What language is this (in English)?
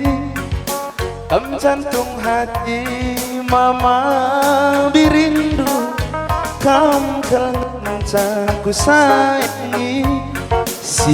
Batak Karo